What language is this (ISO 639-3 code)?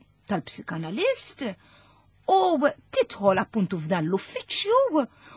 mlt